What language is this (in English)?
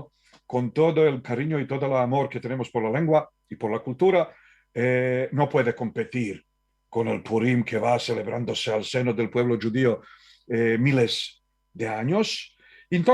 Ladino